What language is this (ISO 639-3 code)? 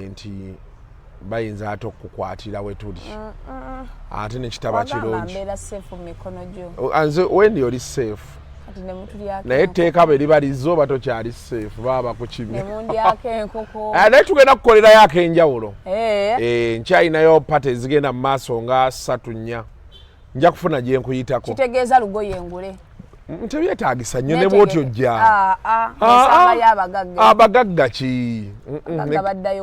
lug